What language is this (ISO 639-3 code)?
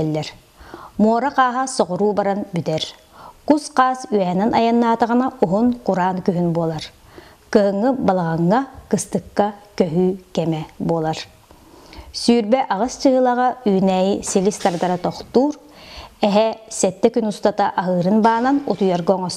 sah